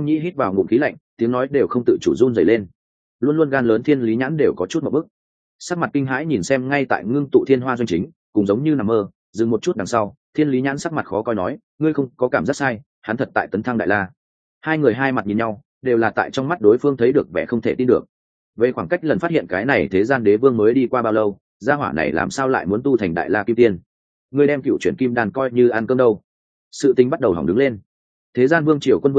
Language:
Vietnamese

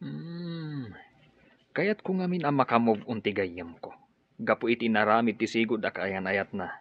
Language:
Iloko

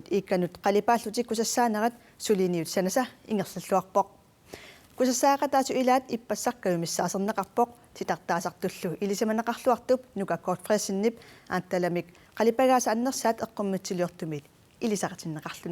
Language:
Kalaallisut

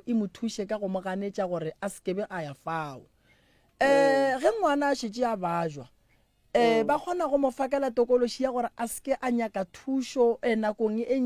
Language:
Northern Sotho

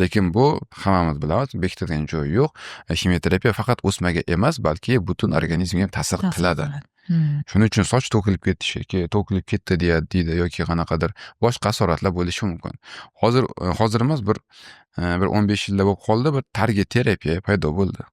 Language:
Uzbek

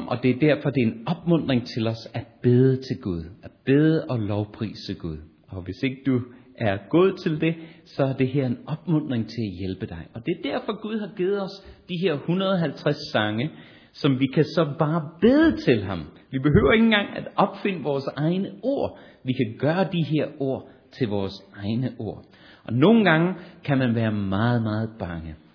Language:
Danish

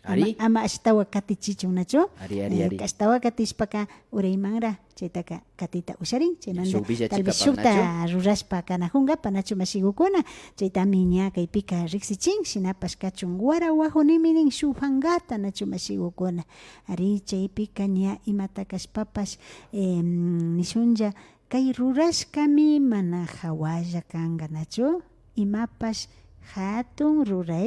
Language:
Imbabura Highland Quichua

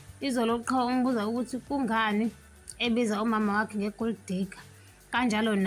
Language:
Zulu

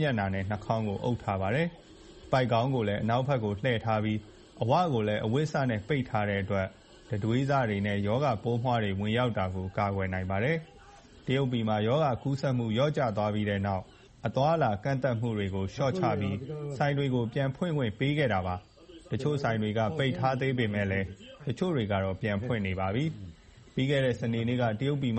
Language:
Burmese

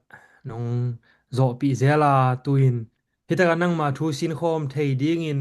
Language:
Tedim Chin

